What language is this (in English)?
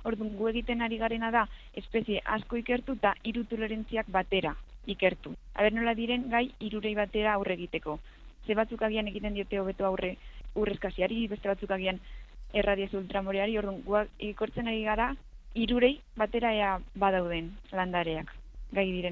Basque